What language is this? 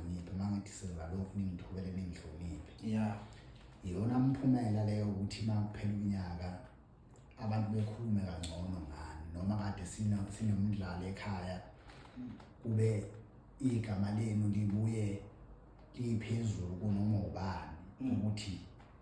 Zulu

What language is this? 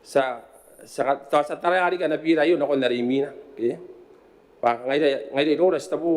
Gilbertese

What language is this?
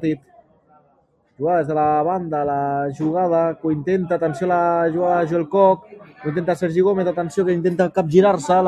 Catalan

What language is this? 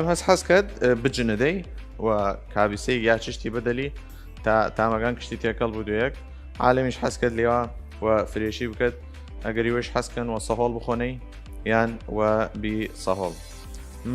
Southern Kurdish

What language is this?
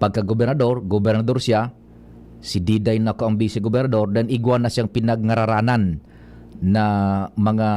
Bikol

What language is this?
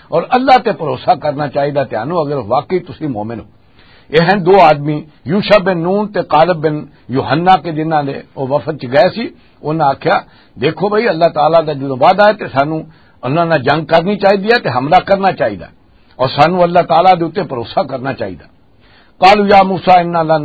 Western Panjabi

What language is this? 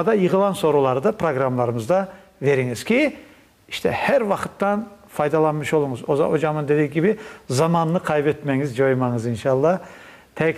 Crimean Tatar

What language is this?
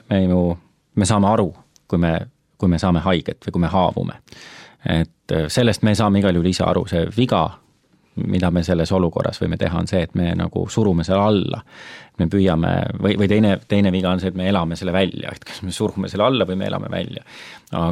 Estonian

